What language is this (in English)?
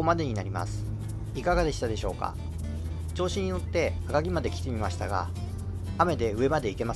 Japanese